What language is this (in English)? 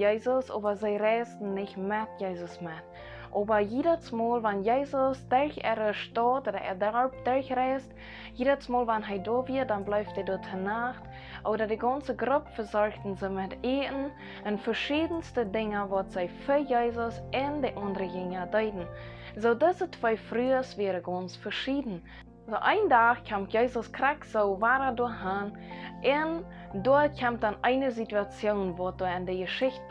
Plautdietsch